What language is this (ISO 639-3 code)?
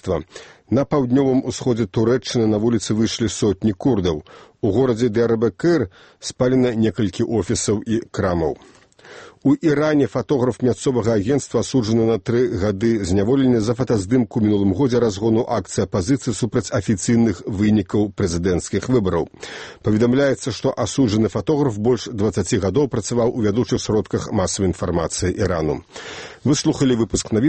bel